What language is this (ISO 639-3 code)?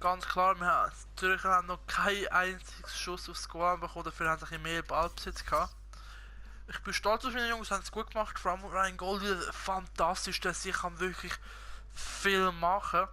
gsw